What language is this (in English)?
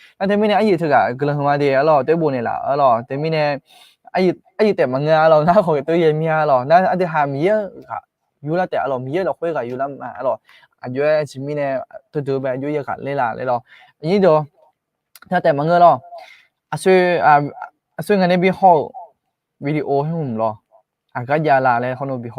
Akha